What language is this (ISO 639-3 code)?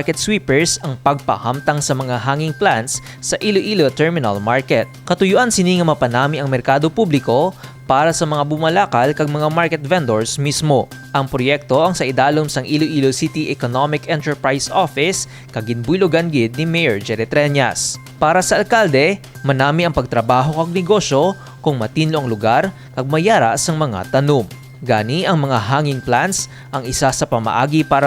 hil